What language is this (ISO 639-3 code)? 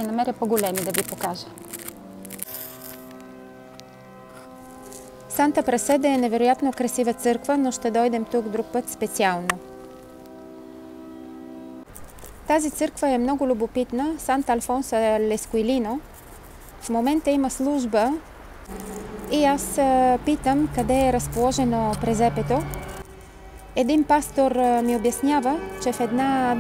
bul